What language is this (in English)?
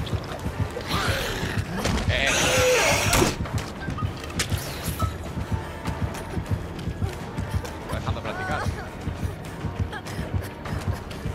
Spanish